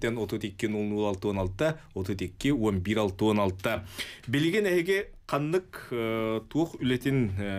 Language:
Yakut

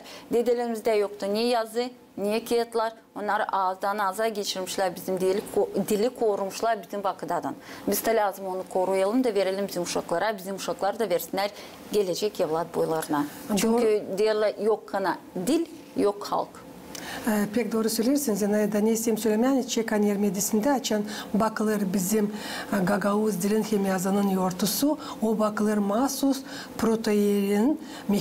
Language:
Gagauz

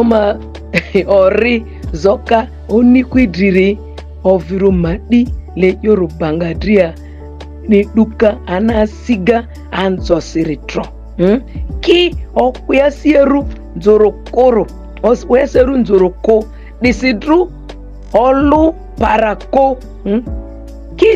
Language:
Ma'di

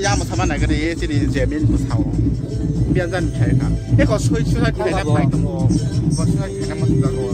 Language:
Kok Borok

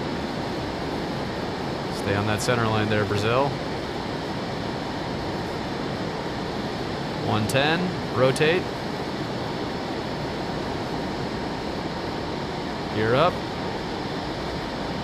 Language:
English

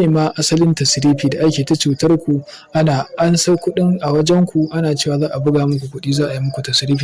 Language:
Hausa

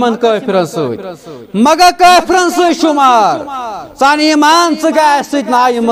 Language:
Kashmiri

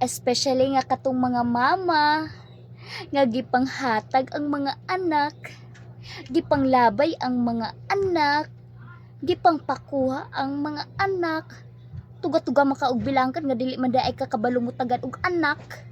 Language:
Cebuano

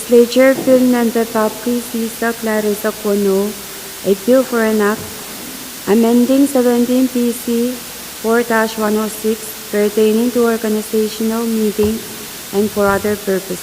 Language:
Pohnpeian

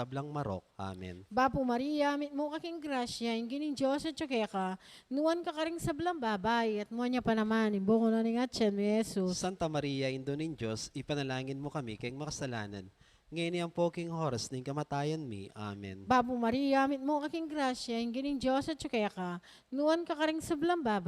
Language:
Pampanga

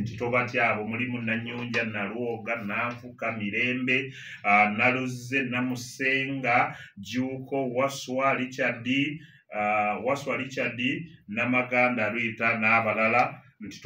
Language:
Ganda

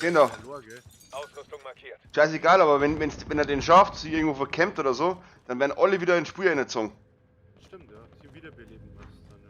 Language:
Bavarian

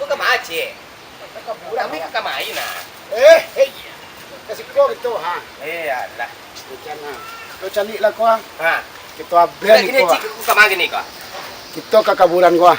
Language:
Minangkabau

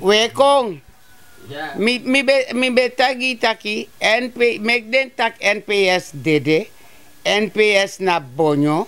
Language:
Sranan Tongo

